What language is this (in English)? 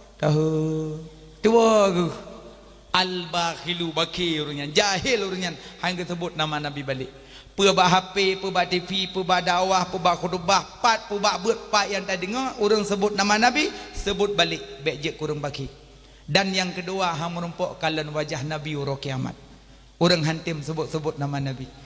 Achinese